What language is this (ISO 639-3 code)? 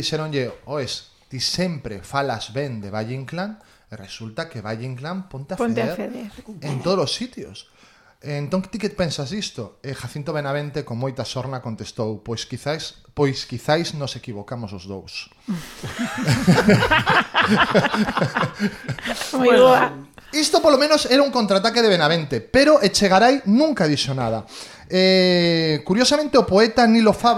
glg